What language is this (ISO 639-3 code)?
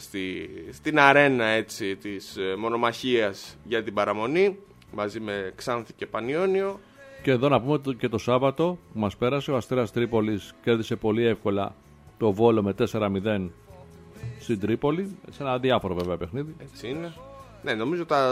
ell